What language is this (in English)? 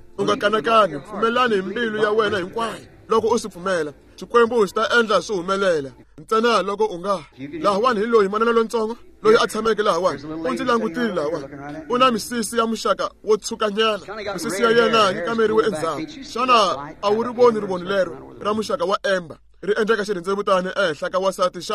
Tsonga